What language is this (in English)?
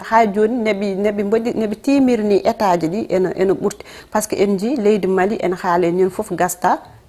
Fula